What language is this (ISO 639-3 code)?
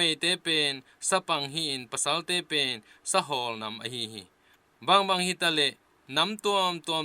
ctd